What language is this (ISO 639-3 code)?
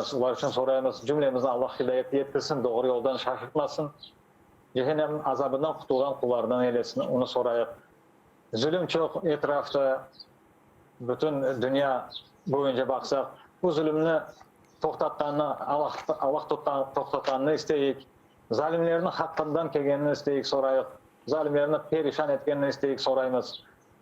crh